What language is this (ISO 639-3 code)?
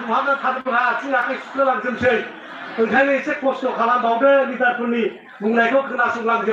brx